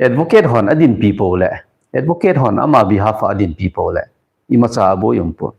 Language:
Thado Chin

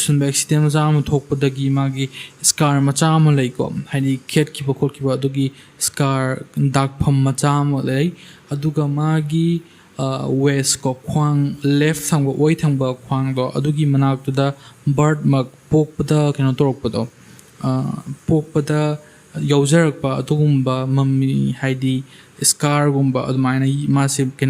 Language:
Manipuri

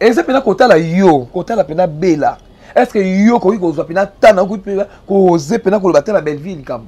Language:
Lingala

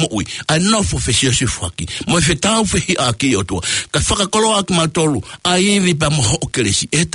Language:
Tongan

